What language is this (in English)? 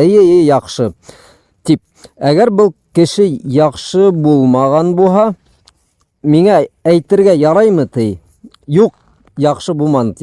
Bashkir